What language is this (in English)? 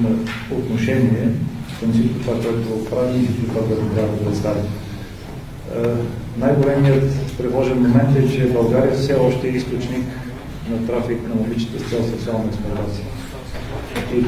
Bulgarian